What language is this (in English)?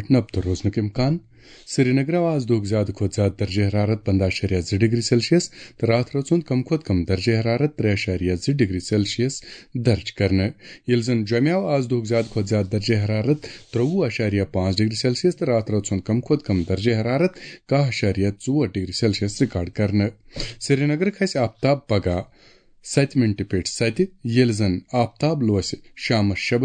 Kashmiri